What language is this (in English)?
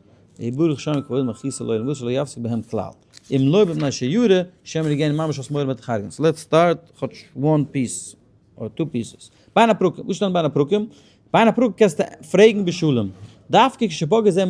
Yiddish